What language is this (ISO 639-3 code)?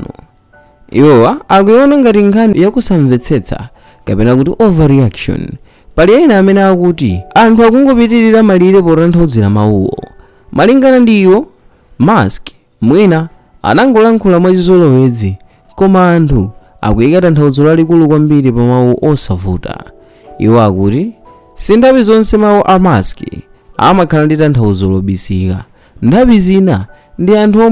nya